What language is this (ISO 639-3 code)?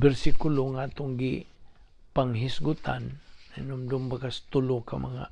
ceb